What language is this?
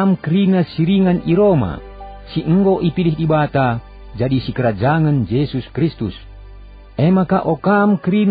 Batak Karo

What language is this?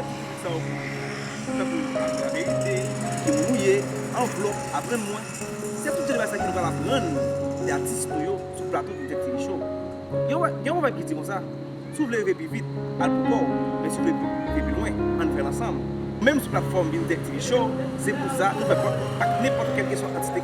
Haitian Creole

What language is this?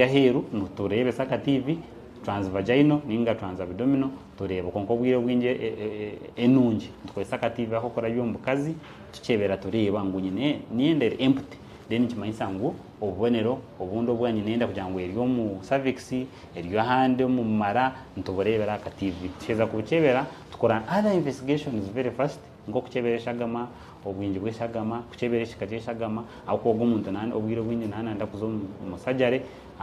Nyankole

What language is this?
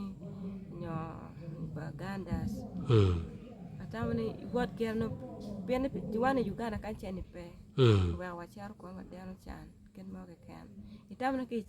Acoli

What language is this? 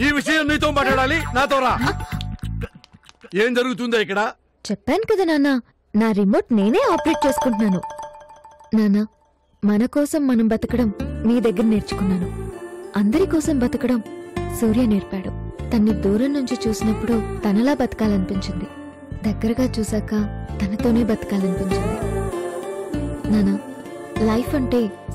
Telugu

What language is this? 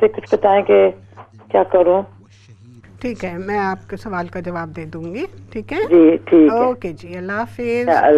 Urdu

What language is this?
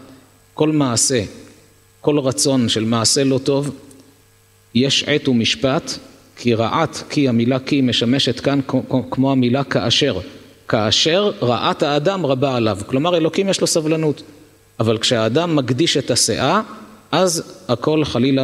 Hebrew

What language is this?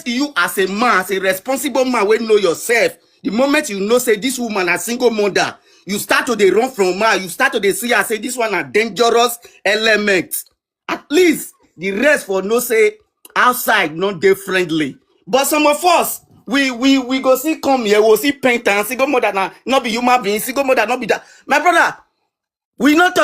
Nigerian Pidgin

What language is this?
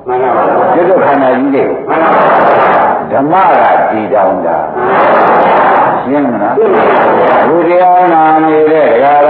Burmese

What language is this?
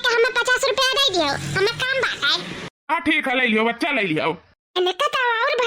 Awadhi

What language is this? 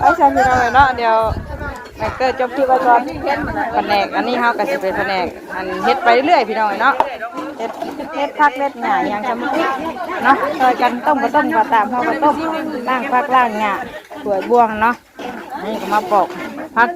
Northeastern Thai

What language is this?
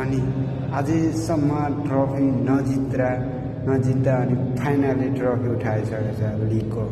Nepali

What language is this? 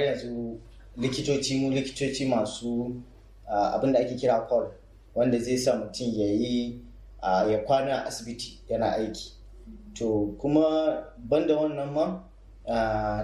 Hausa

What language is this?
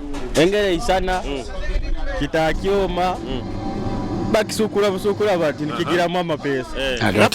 Nyoro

